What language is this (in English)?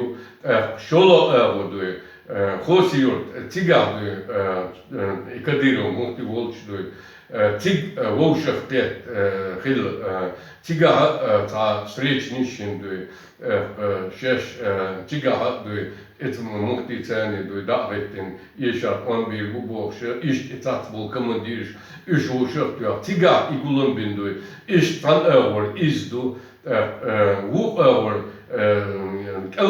Chechen